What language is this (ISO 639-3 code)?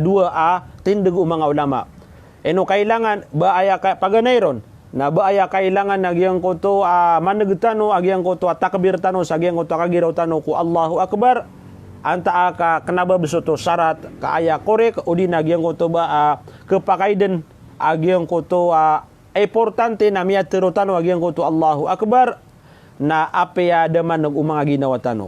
mrw